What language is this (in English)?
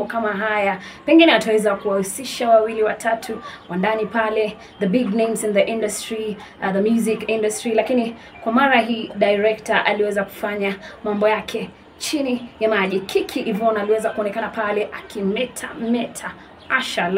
Swahili